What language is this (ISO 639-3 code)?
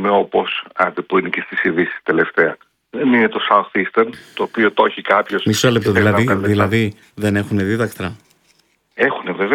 ell